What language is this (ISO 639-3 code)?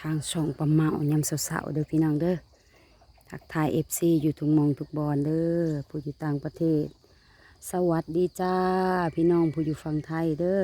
lao